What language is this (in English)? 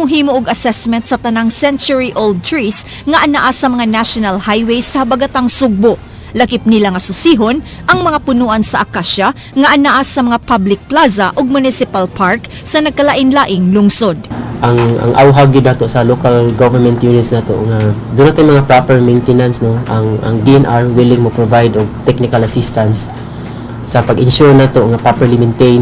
Cebuano